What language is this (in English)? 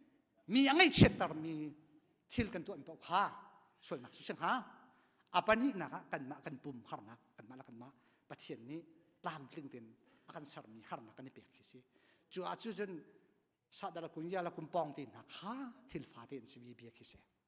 Hakha Chin